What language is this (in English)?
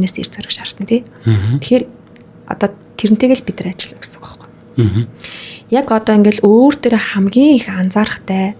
Mongolian